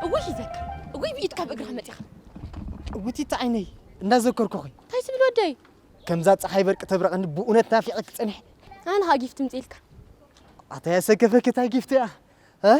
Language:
Tigrinya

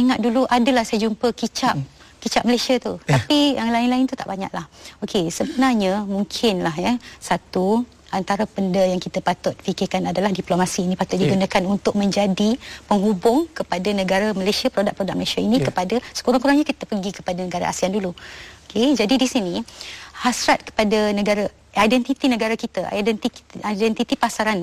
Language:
Malay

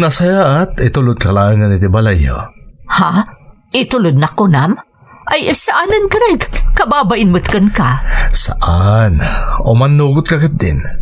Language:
Iloko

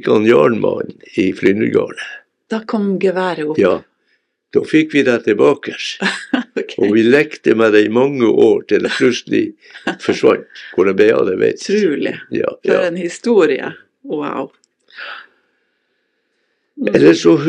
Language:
Norwegian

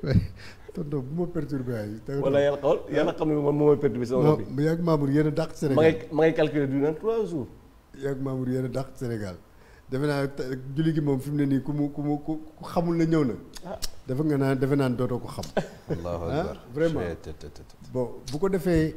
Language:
Wolof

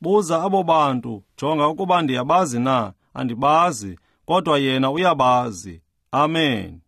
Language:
Xhosa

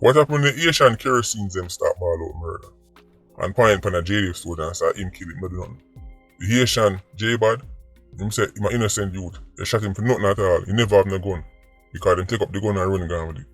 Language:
Jamaican Creole English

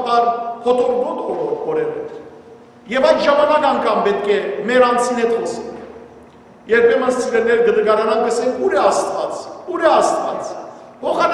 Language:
Western Armenian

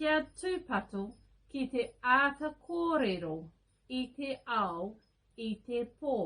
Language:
Māori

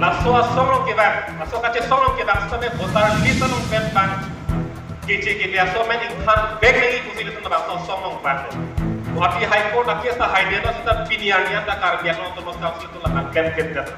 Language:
Karbi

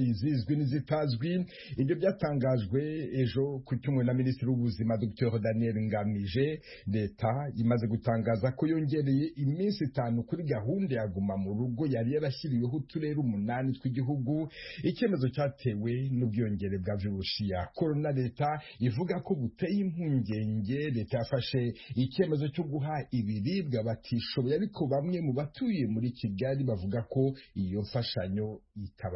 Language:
Kinyarwanda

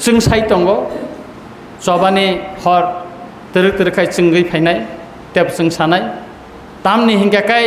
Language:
Kok Borok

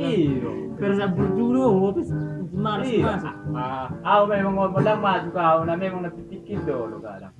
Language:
Batak Toba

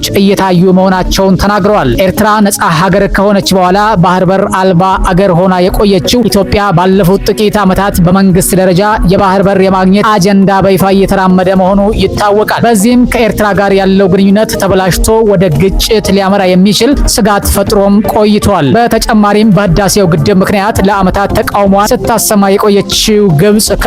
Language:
Amharic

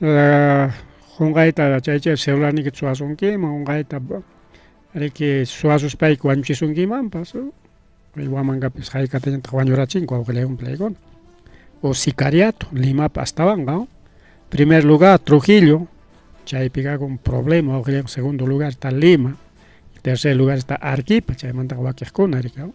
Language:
Ayacucho Quechua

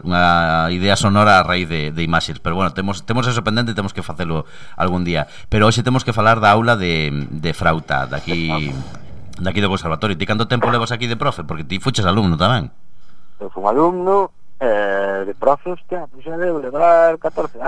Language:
Galician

